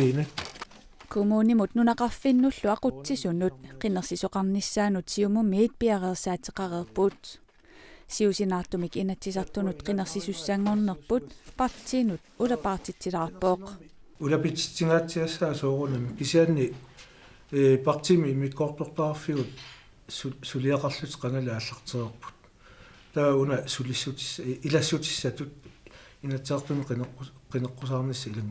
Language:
Kalaallisut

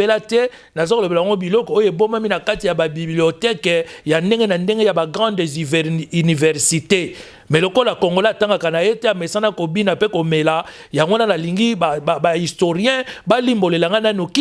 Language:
Lingala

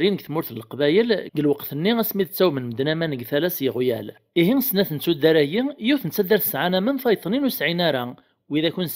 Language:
Kabyle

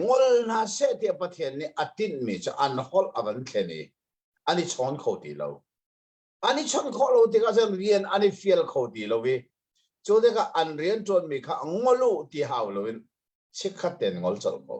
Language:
Hakha Chin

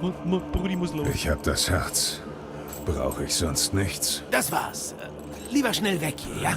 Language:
Bavarian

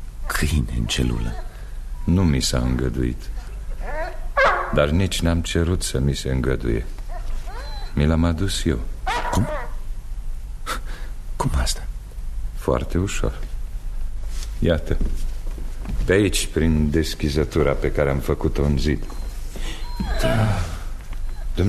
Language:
Romanian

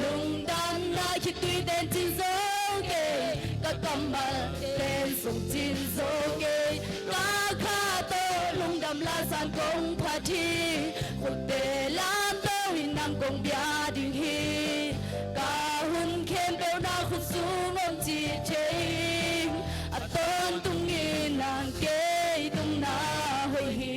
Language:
Tedim Chin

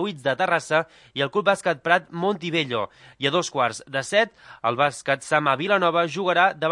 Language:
Catalan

